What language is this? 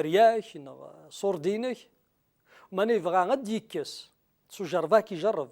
Kabyle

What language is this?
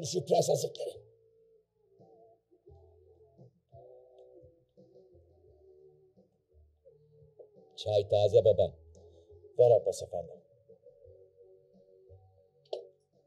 Turkish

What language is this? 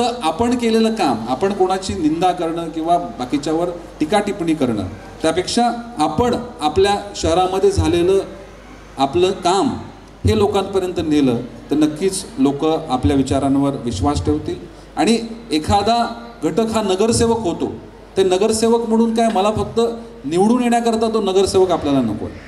Marathi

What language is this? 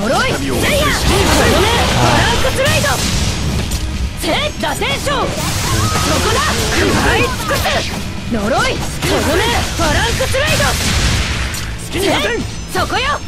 Japanese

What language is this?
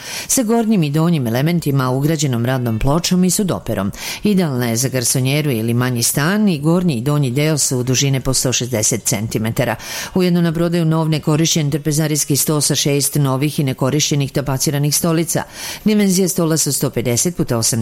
Serbian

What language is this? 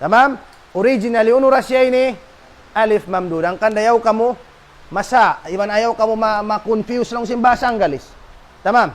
Tausug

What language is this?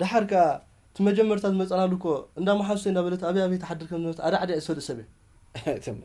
Tigrinya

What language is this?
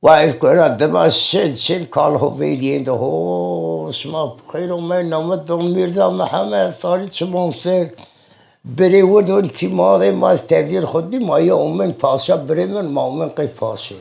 Zaza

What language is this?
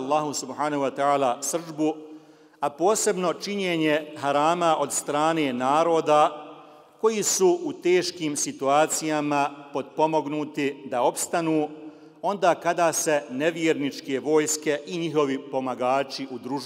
Bosnian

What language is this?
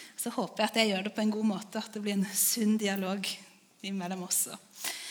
Norwegian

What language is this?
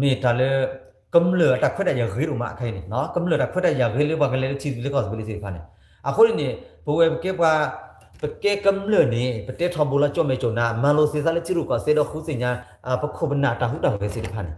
S'gaw Karen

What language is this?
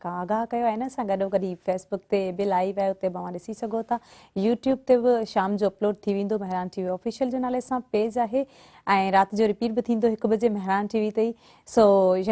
Sindhi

